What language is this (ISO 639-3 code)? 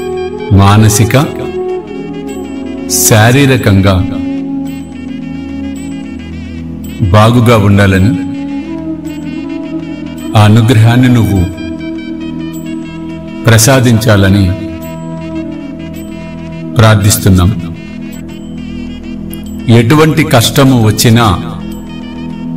tel